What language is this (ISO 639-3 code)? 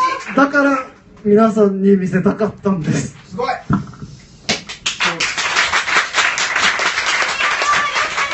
jpn